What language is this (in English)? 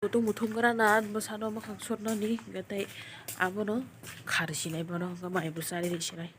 Kok Borok